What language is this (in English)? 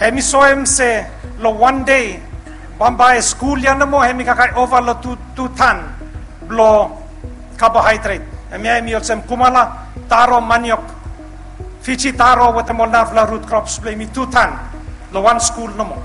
Bislama